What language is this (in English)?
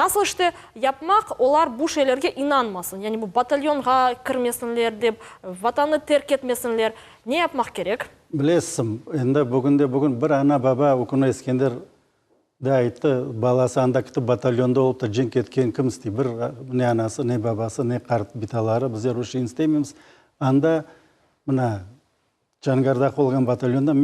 Crimean Tatar